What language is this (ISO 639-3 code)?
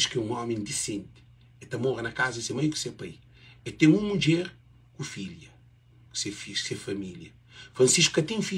kea